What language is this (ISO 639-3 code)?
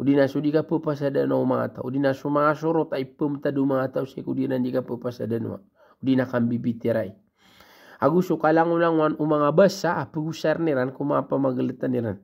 mrw